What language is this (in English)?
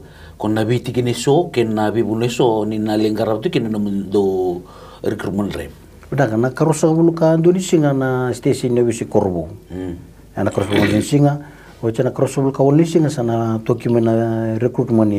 Fijian